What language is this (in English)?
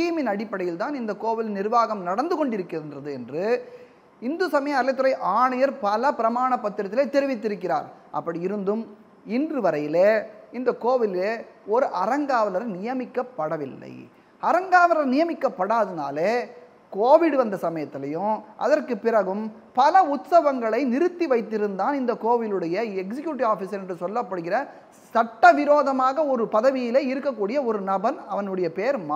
Tamil